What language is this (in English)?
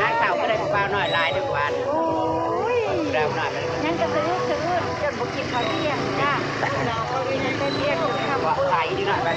Northeastern Thai